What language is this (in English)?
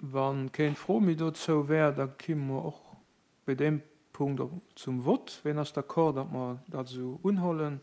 Luxembourgish